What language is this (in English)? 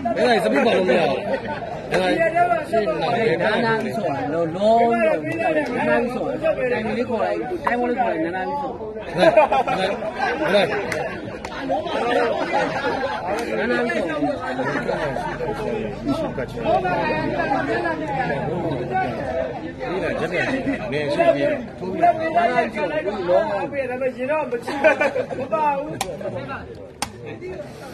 Burmese